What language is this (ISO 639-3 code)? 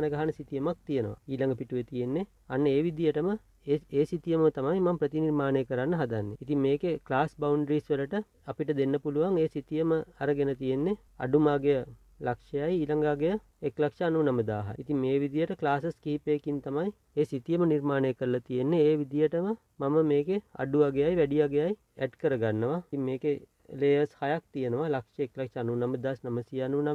sin